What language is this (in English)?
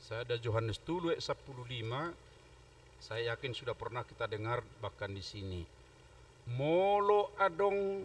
Batak Toba